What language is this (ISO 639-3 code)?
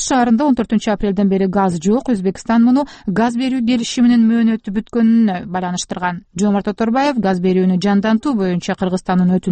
kir